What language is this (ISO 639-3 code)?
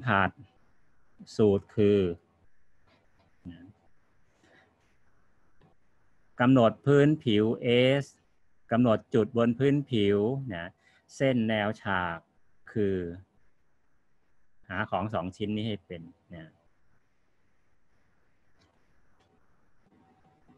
tha